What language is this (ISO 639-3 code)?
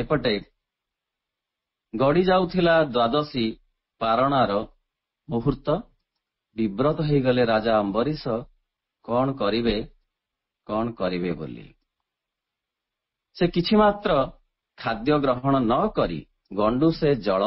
ori